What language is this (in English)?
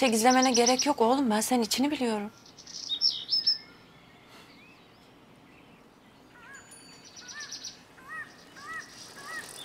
Turkish